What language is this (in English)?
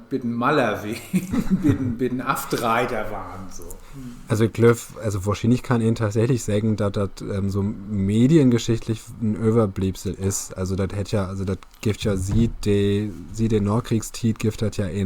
Low German